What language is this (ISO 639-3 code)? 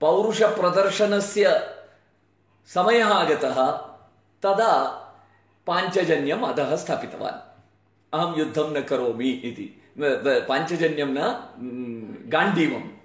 san